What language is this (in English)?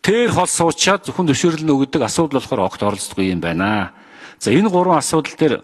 Mongolian